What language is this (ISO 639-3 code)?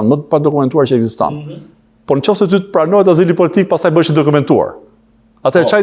sqi